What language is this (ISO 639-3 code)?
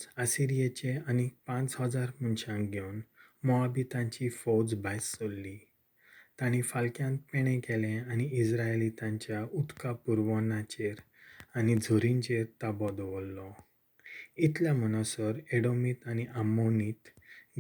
kok